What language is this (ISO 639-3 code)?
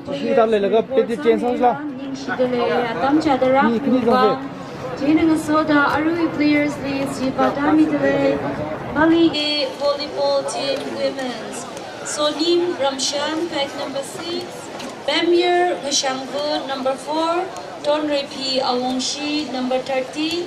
nmf